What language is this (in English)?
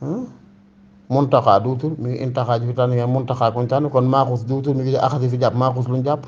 Wolof